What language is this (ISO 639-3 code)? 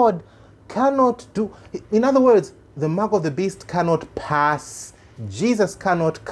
eng